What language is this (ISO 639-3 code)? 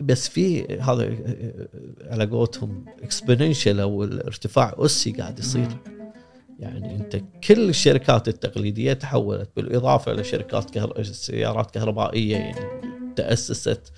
afb